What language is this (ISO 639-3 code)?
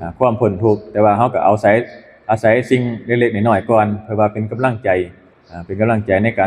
tts